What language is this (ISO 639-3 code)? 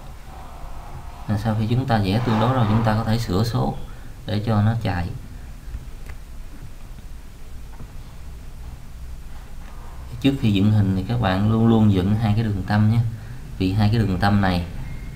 vie